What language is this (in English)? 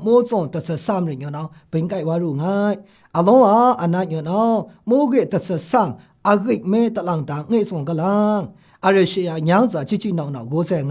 Maru